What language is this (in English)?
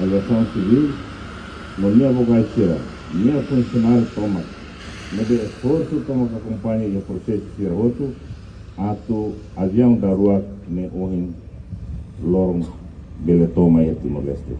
Tetum